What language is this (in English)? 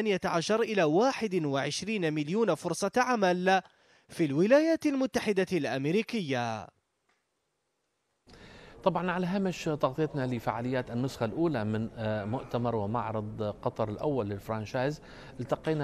Arabic